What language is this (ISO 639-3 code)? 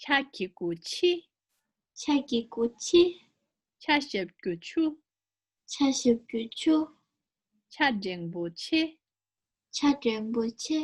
bod